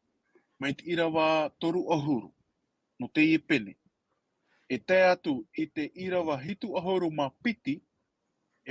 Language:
Tahitian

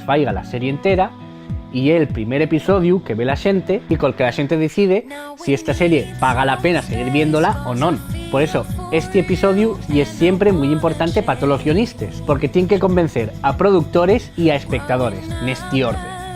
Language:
Asturian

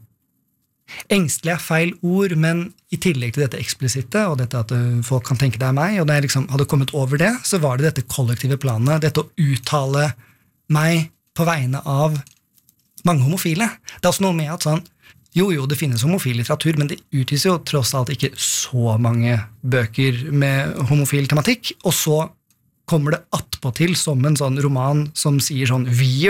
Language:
Norwegian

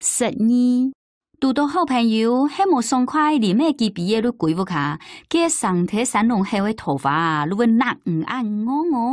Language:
Hakka Chinese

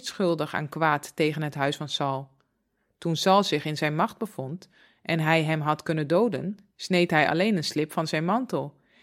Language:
Dutch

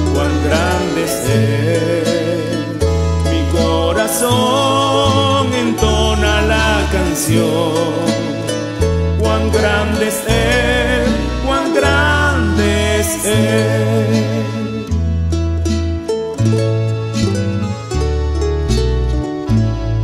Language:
Spanish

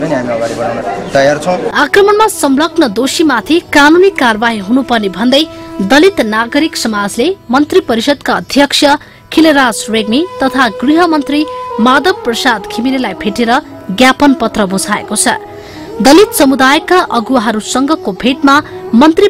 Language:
Nepali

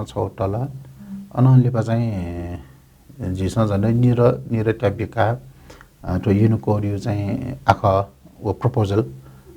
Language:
Newari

